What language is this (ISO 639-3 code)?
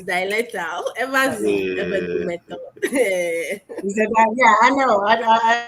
ewe